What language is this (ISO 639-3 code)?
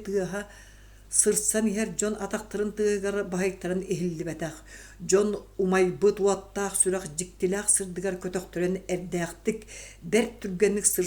sah